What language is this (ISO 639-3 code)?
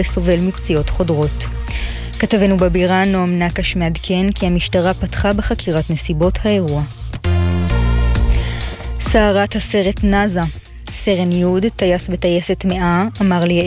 heb